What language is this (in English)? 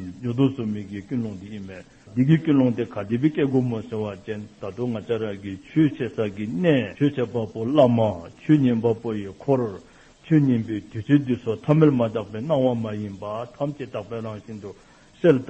Dzongkha